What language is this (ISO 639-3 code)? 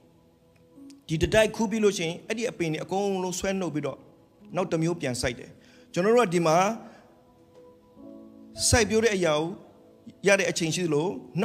mya